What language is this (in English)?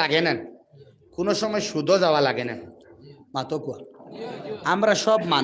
Sylheti